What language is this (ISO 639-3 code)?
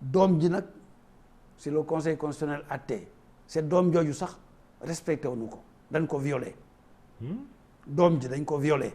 wol